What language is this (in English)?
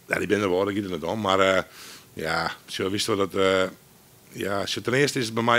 Dutch